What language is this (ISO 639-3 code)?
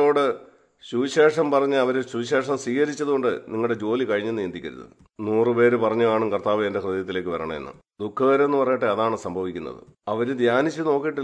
mal